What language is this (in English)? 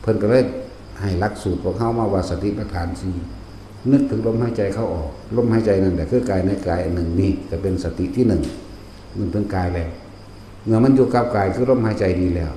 Northeastern Thai